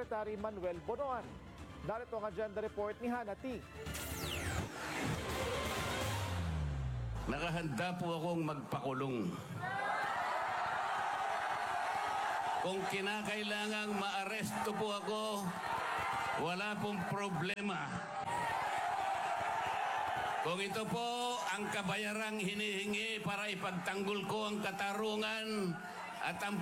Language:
Filipino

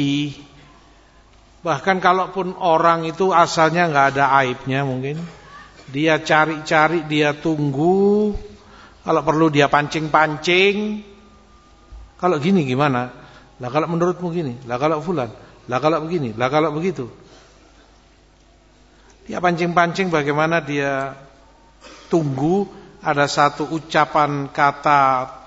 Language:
Indonesian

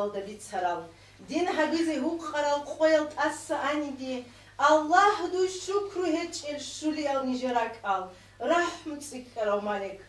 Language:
Avaric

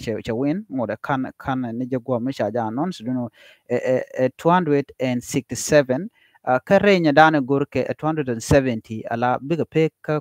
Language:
Nuer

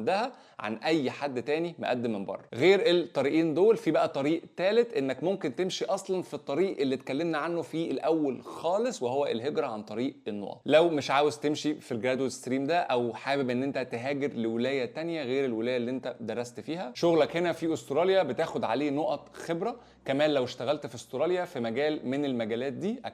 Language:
Egyptian Arabic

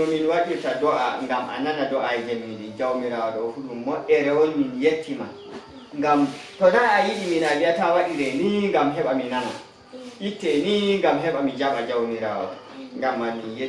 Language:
Nigerian Fulfulde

